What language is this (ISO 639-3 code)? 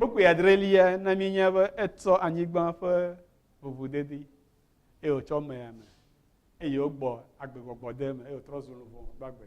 ewe